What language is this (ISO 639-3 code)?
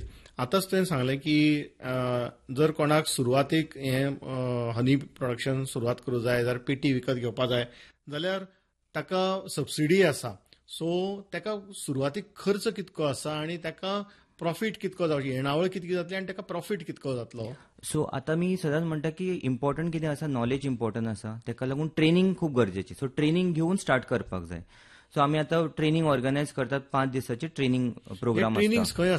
kok